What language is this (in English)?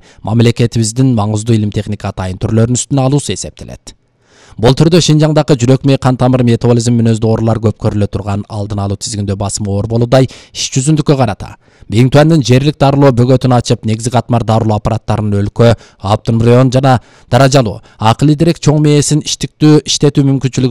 Kyrgyz